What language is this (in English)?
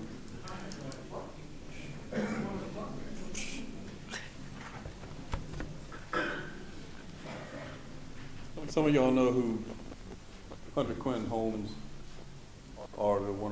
English